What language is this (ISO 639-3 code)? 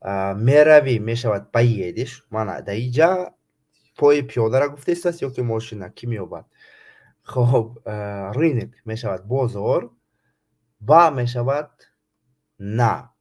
tgk